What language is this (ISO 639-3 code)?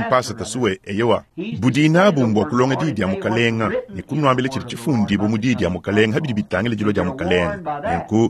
lua